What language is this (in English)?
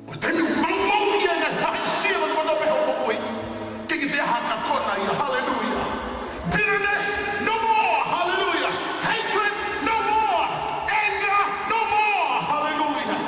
Tongan